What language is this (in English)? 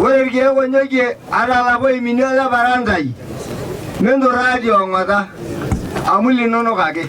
Masai